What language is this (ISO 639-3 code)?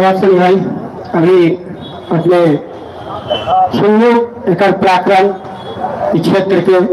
mag